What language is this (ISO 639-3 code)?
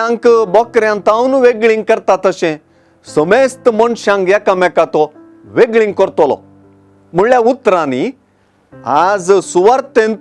kok